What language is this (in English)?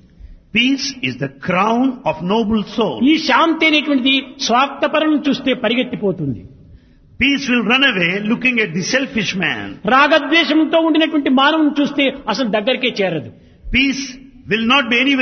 Telugu